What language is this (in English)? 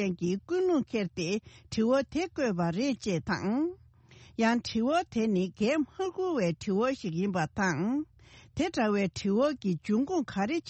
Tibetan